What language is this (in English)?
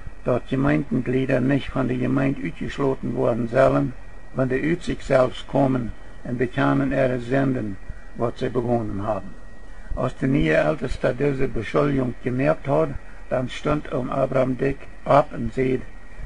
Plautdietsch